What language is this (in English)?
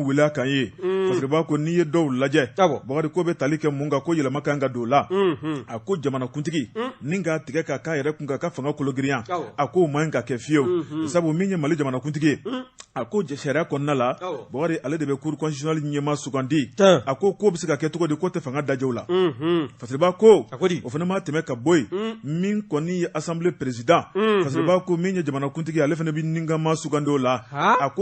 Bambara